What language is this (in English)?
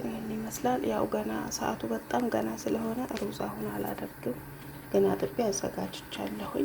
Amharic